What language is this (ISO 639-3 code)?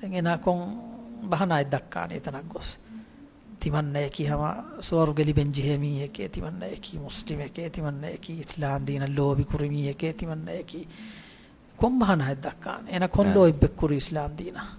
div